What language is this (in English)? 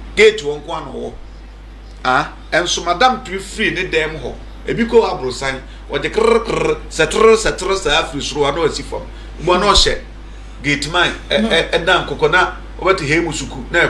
Akan